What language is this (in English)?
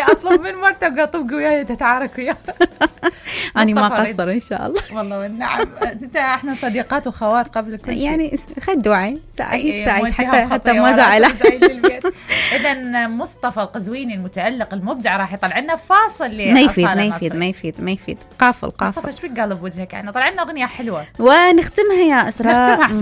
Mesopotamian Arabic